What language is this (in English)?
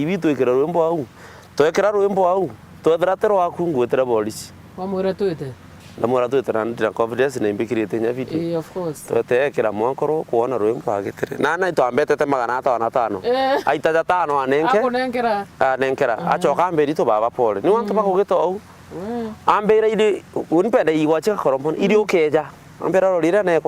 Meru